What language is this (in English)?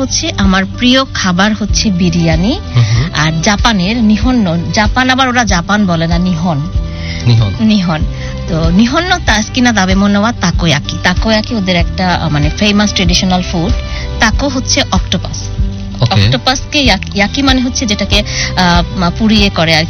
Bangla